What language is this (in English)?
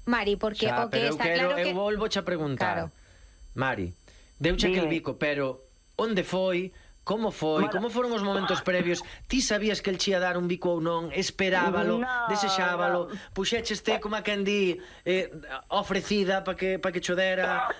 Galician